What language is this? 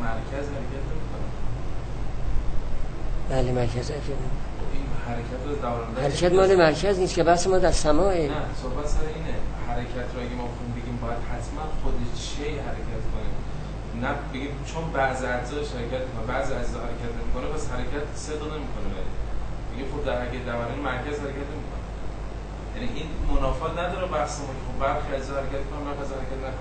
Persian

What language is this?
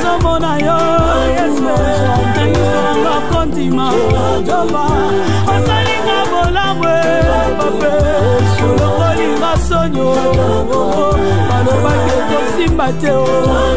Lingala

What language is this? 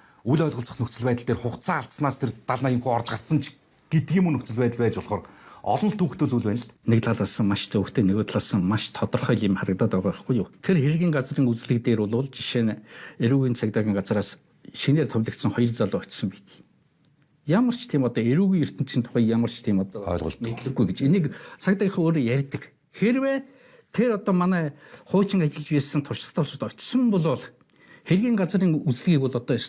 Mongolian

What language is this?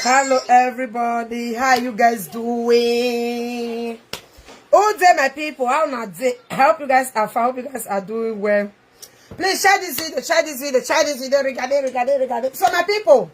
Nigerian Pidgin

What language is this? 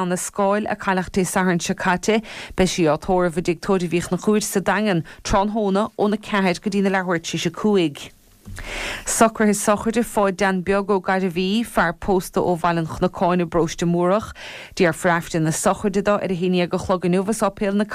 Irish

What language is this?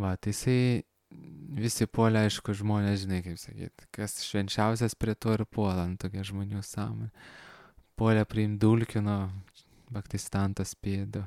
Lithuanian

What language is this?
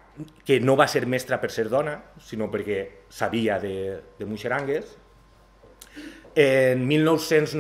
Catalan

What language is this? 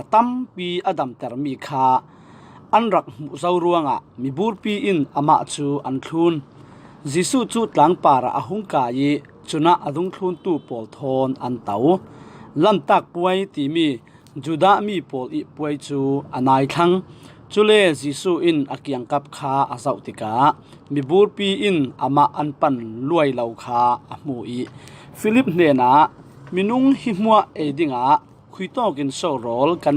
Falam Chin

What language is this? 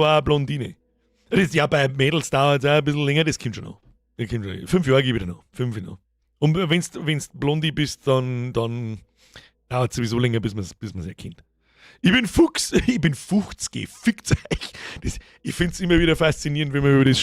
Bavarian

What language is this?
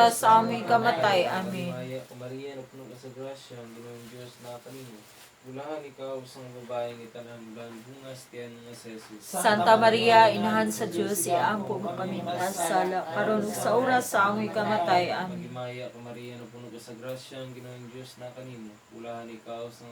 Cebuano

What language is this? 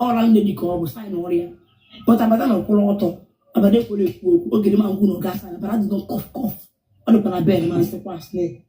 Igbo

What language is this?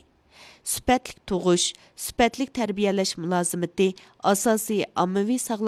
Uyghur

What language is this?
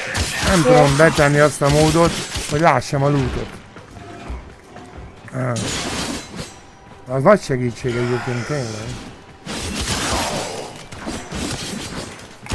Hungarian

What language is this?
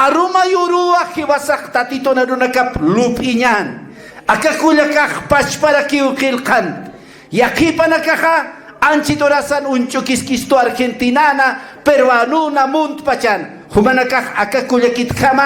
Aymara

